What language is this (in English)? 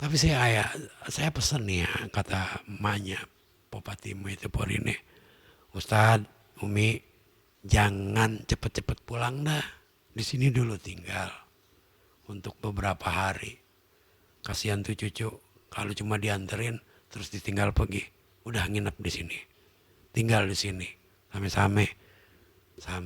Betawi